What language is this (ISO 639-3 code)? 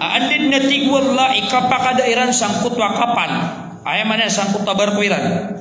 mrw